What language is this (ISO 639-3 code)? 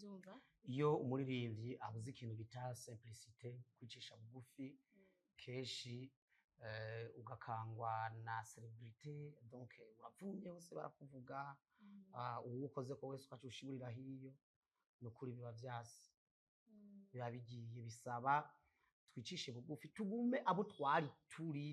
run